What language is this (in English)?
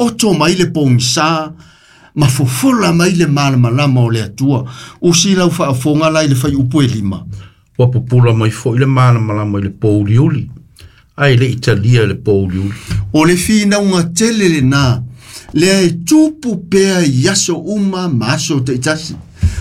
Samoan